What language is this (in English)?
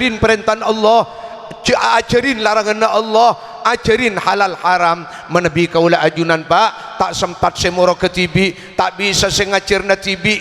Madurese